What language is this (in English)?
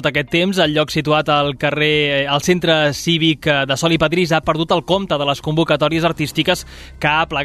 Catalan